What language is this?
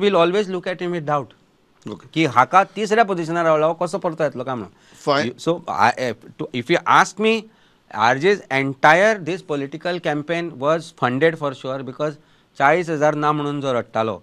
Konkani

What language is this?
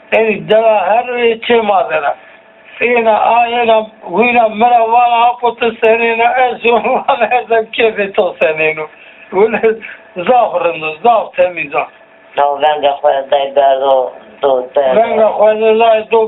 Zaza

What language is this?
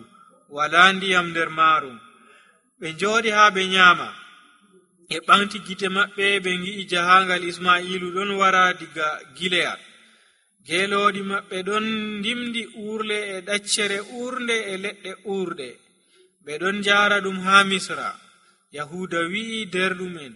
Nigerian Fulfulde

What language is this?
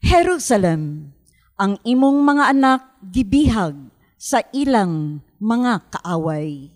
Cebuano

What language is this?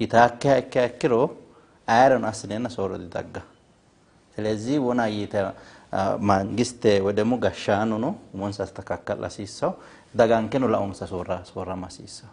Sidamo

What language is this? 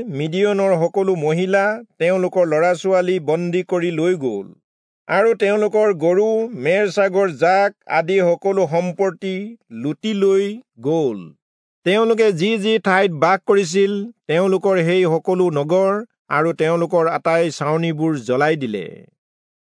Assamese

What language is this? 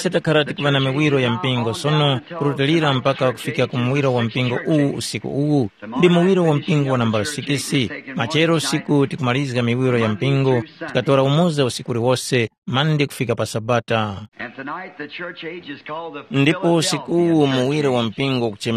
Tumbuka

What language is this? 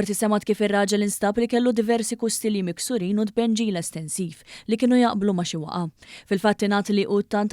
Maltese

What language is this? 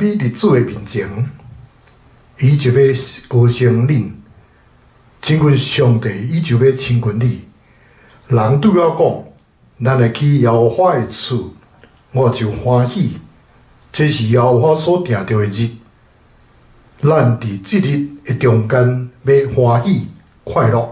Min Nan Chinese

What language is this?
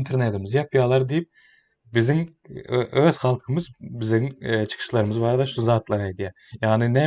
Turkmen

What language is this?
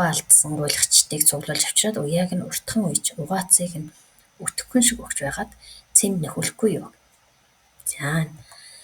Mongolian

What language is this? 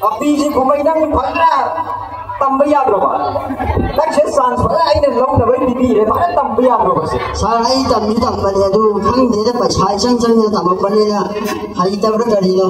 Manipuri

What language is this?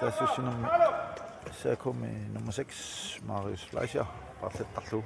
Kalaallisut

